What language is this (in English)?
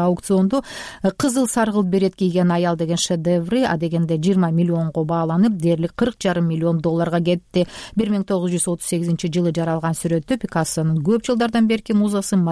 Kyrgyz